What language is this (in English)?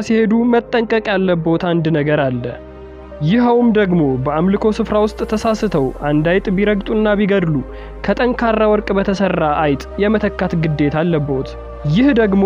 Amharic